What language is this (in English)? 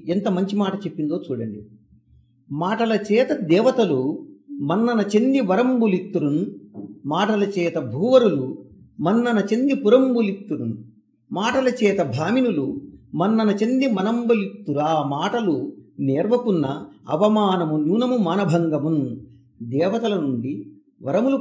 Telugu